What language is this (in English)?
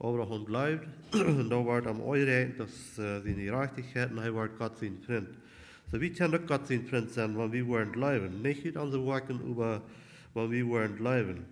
Plautdietsch